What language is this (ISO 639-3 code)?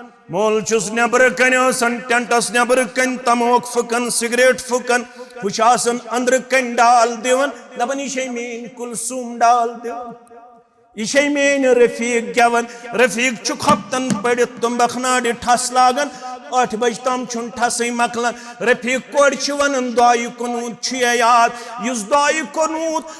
kas